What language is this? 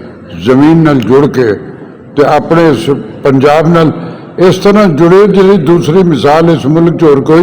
Western Panjabi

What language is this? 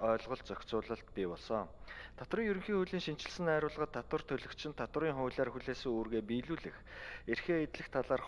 Mongolian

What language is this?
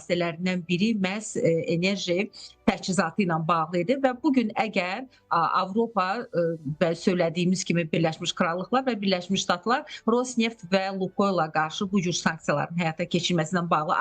Azerbaijani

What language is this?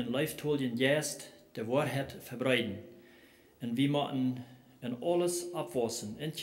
Plautdietsch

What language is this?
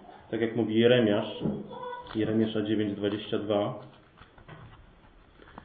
Polish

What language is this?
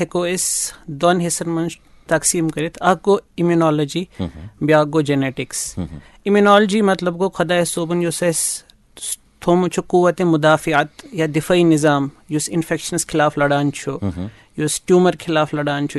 Kashmiri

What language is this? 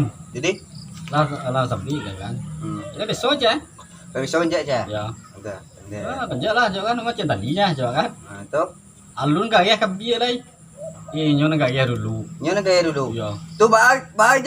Minangkabau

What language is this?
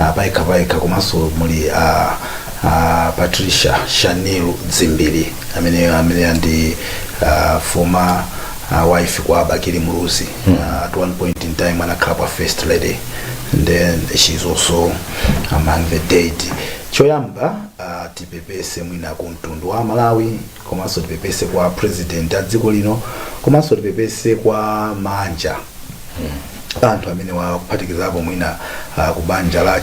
Nyanja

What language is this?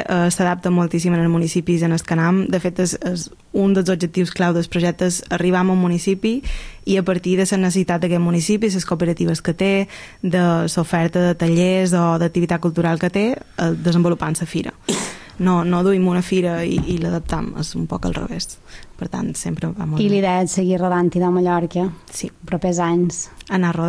Catalan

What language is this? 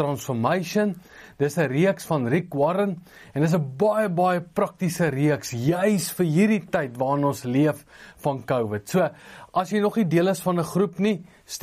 Afrikaans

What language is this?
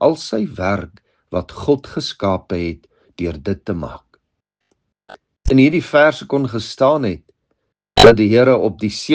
Afrikaans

